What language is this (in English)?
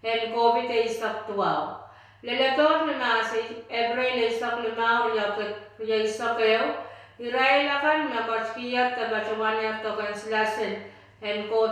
Pohnpeian